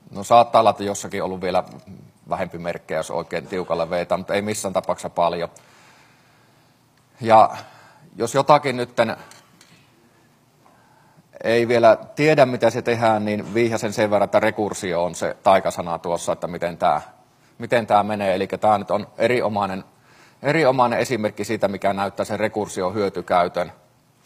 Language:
Finnish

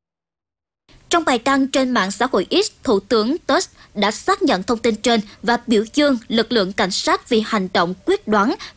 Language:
Vietnamese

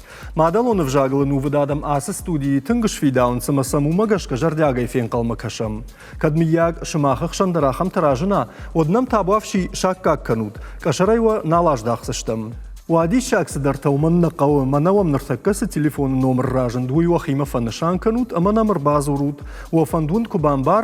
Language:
Ossetic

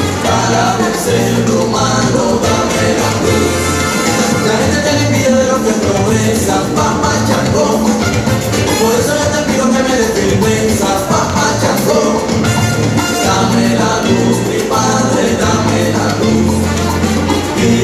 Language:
Spanish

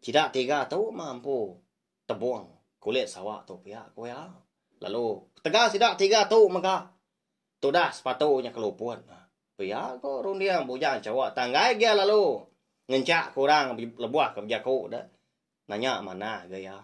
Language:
Iban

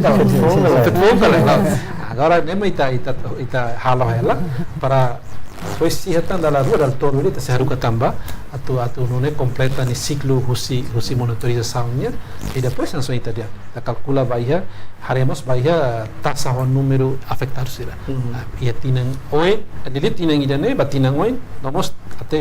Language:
Tetum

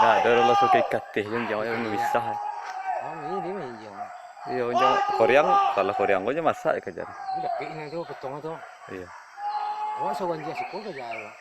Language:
Minangkabau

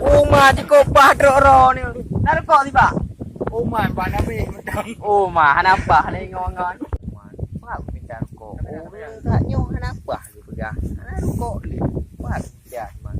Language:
Achinese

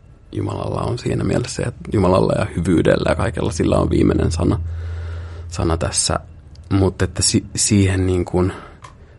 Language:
Finnish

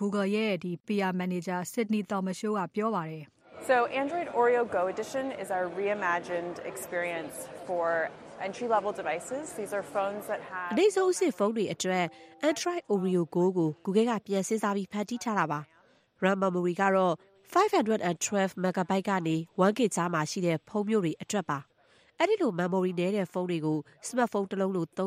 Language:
Burmese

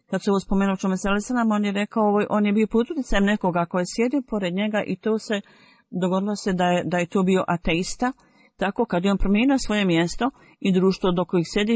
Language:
Bosnian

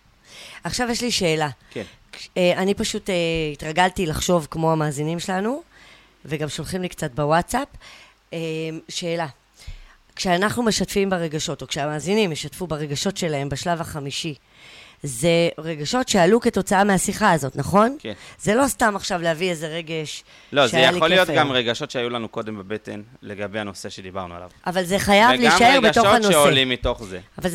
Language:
Hebrew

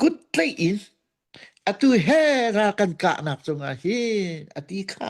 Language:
Hakha Chin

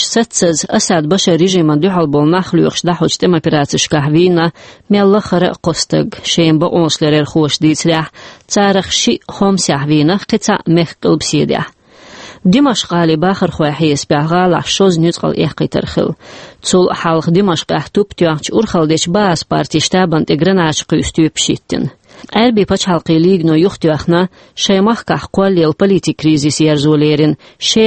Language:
Chechen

